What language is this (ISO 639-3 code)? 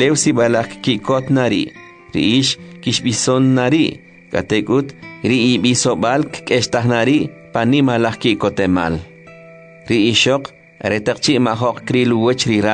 quc